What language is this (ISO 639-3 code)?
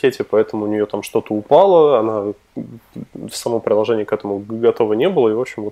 rus